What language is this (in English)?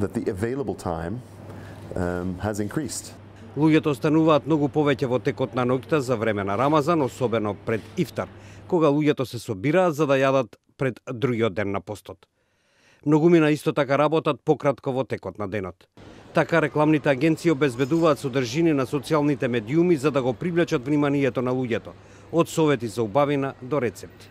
Macedonian